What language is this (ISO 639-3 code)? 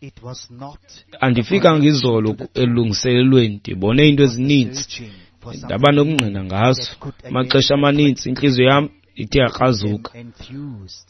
xho